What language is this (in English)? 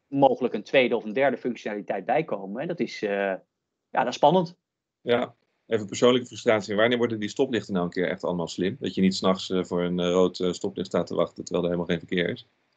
Dutch